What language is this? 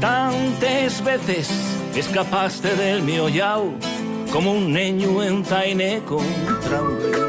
Asturian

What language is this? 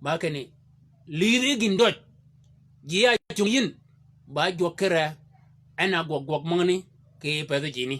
Shilluk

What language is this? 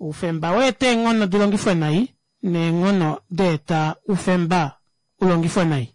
Kuanyama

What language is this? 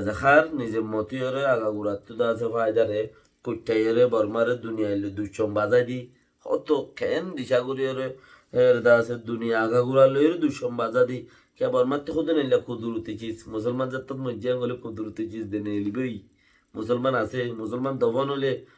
Rohingya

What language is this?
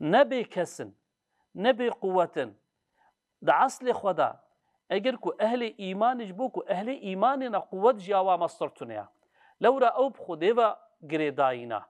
Kurdish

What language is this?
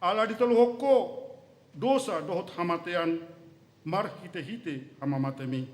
Batak Toba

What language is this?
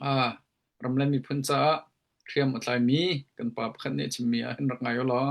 Hakha Chin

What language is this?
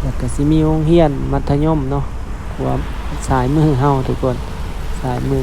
Lao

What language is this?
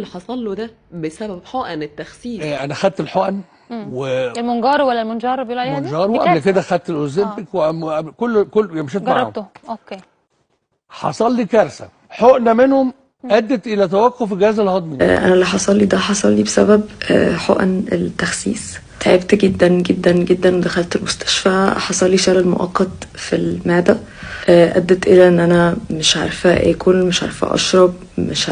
Egyptian Arabic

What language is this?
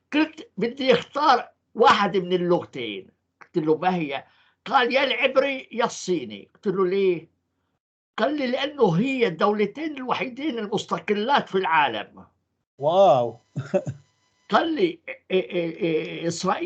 North Levantine Arabic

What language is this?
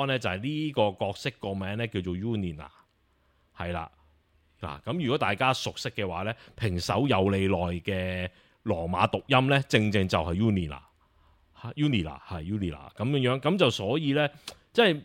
Cantonese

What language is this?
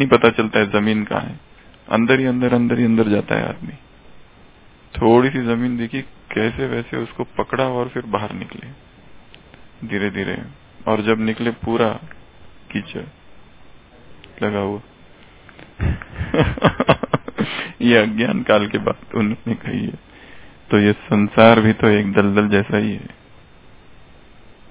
Hindi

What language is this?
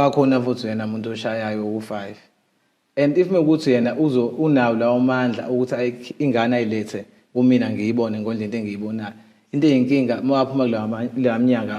Zulu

